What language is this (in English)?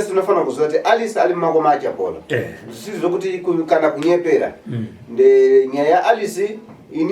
Shona